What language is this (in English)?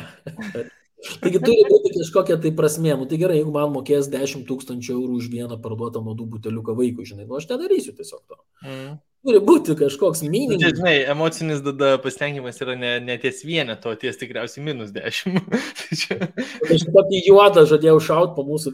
Lithuanian